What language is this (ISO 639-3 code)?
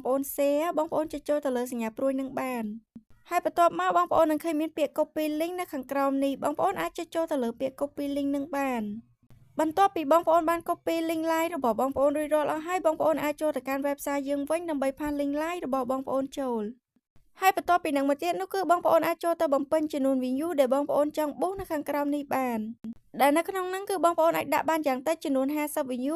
khm